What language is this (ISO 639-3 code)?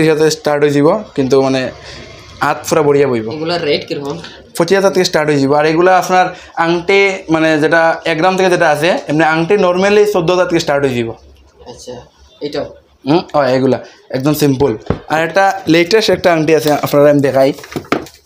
syl